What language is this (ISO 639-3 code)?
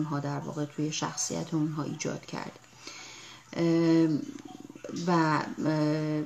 fas